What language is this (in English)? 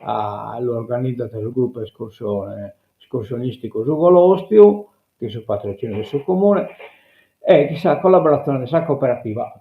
Sardinian